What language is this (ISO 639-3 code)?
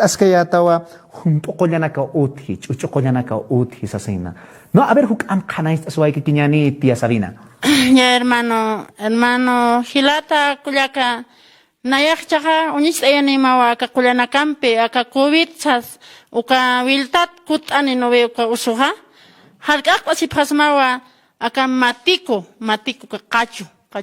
aym